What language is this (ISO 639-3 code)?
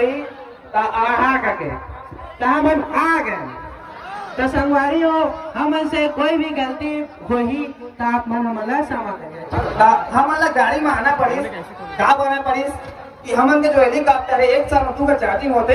hne